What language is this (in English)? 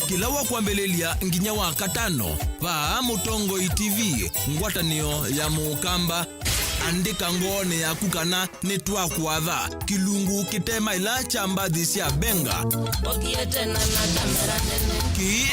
Kamba